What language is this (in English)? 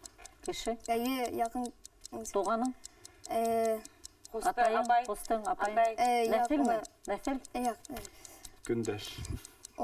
Bashkir